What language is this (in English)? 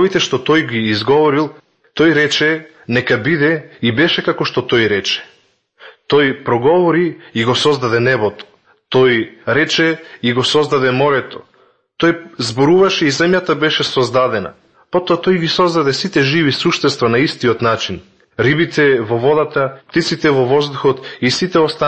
Macedonian